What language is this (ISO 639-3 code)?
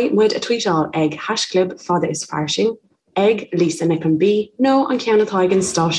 gle